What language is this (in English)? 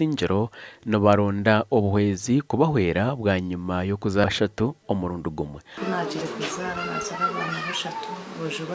Nyankole